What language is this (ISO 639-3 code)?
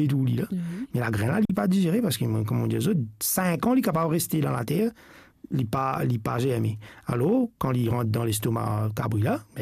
mfe